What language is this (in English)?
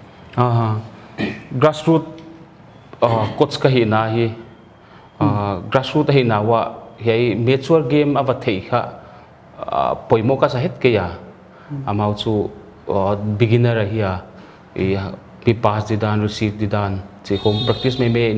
Paite Chin